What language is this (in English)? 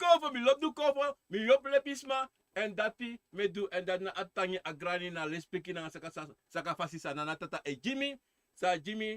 Sranan Tongo